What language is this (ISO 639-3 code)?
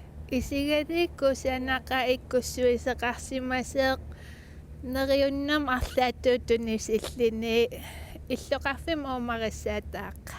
kal